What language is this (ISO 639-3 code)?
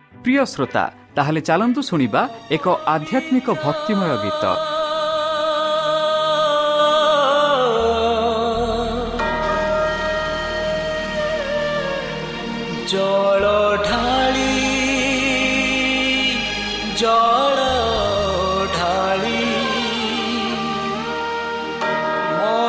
ori